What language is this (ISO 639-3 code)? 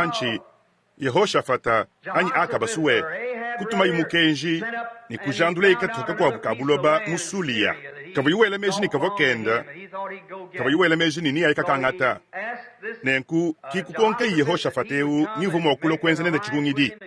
lua